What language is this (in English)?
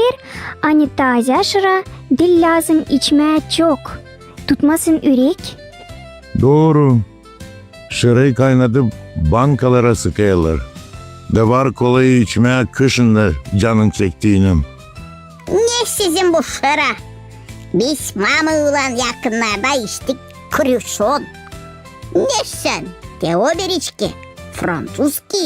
Gagauz